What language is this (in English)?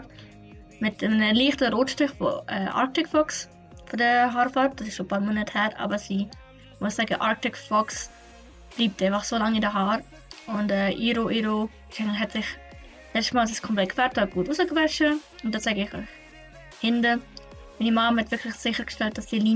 Swiss German